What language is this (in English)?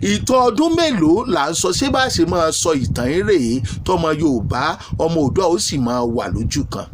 Yoruba